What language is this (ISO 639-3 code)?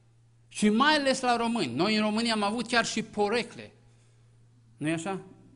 ron